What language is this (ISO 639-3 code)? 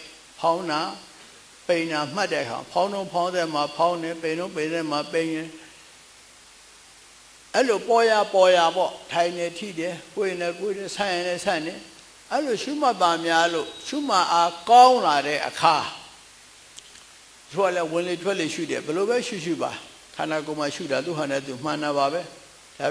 mya